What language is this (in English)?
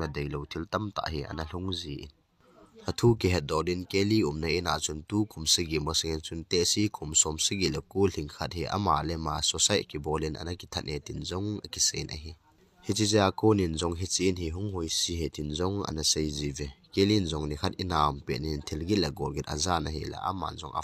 Thado Chin